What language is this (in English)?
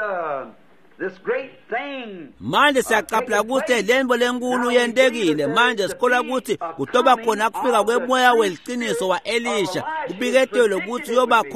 Swati